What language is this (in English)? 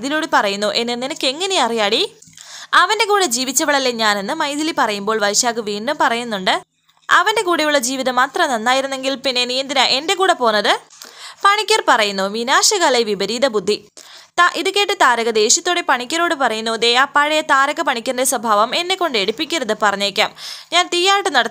Malayalam